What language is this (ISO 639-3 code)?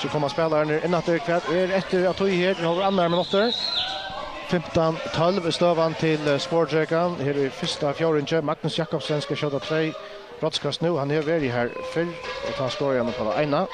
fao